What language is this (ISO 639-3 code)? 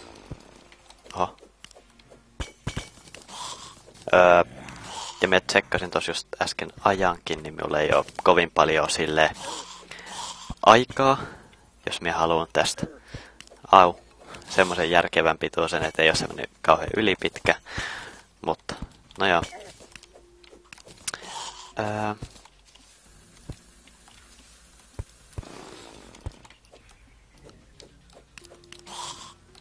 fin